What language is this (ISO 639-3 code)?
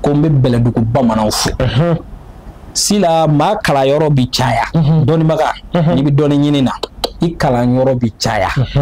bam